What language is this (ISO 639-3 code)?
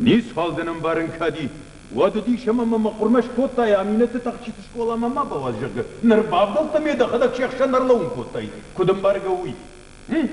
oss